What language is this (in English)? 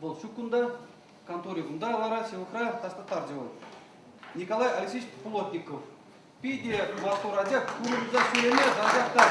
Chuvash